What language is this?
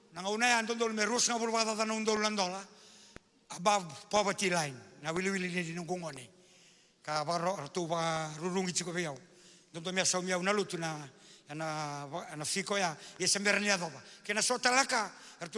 Fijian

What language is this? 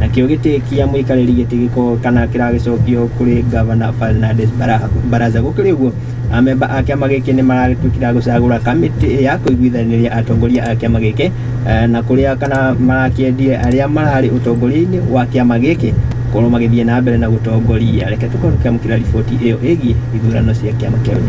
Kikuyu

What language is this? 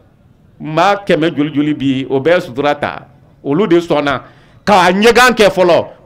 Bambara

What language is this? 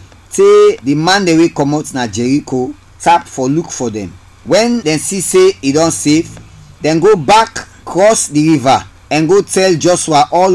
Krio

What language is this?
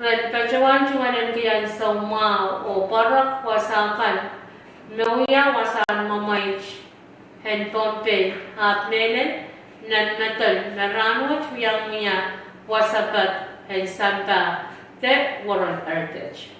Pohnpeian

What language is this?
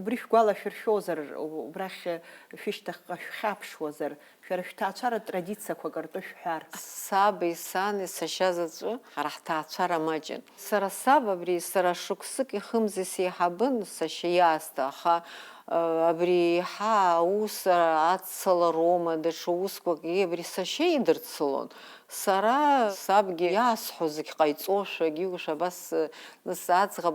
Abkhazian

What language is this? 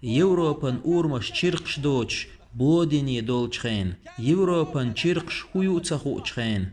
Chechen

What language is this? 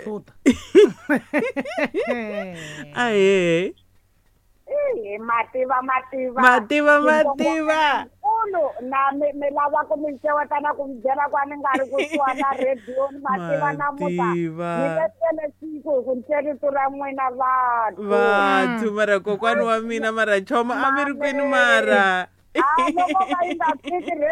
Tsonga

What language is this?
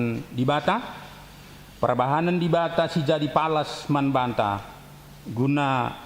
Batak Karo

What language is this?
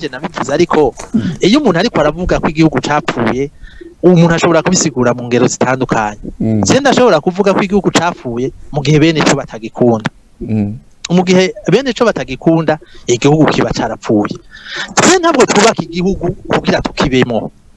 Rundi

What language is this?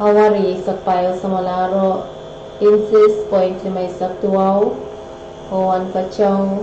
Pohnpeian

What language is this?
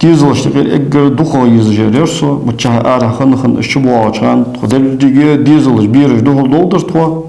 Ingush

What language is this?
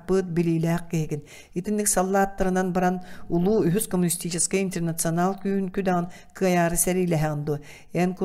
Yakut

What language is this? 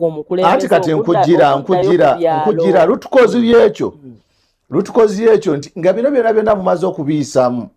Ganda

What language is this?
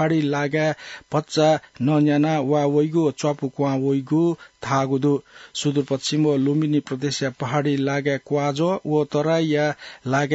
Newari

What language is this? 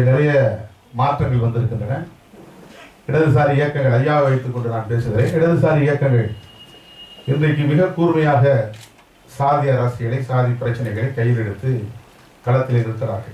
Tamil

